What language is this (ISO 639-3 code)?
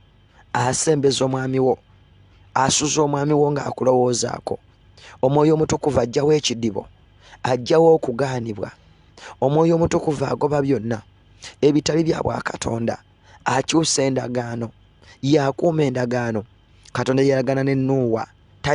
lug